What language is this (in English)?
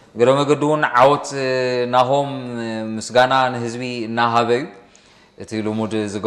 Tigrinya